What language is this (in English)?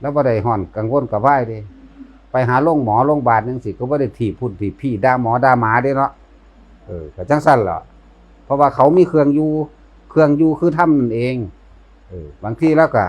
Northeastern Thai